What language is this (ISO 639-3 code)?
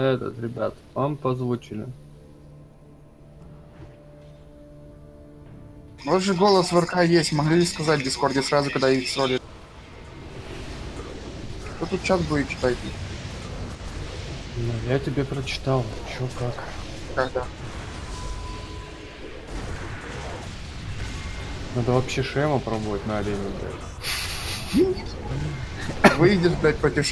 rus